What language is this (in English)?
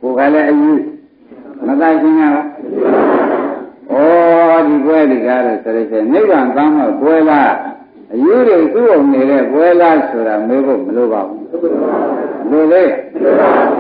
Burmese